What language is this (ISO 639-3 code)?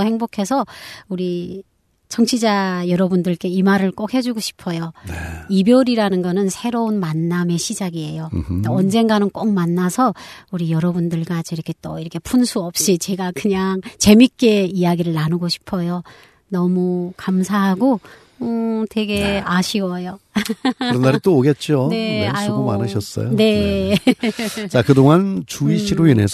kor